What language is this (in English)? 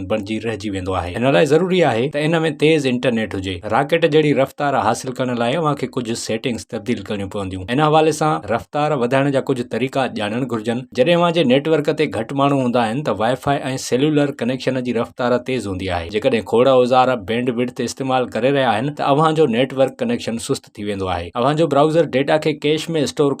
Sindhi